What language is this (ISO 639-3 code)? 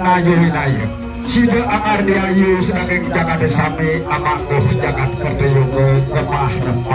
ban